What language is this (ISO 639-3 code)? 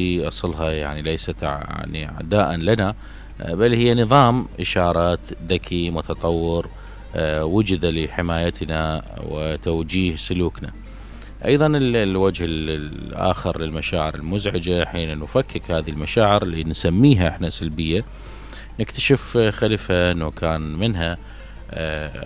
acm